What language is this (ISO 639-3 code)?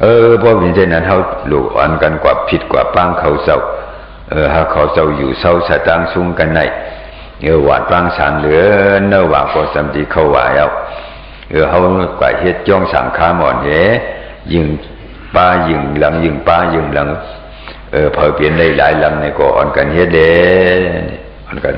shn